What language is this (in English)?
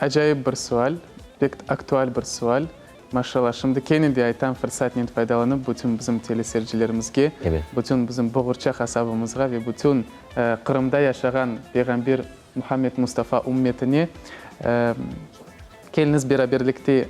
Crimean Tatar